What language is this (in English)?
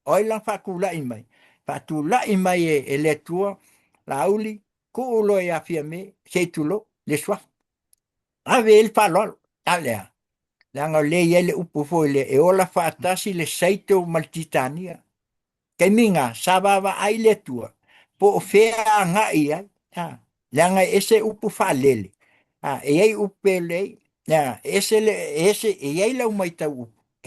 Samoan